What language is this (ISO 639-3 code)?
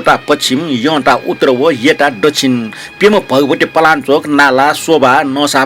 new